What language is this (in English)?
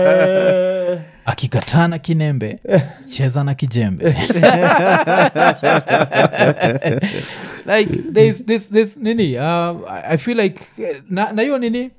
Swahili